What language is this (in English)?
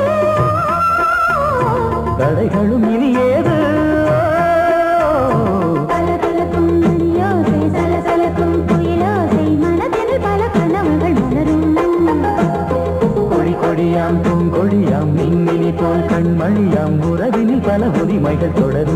Tamil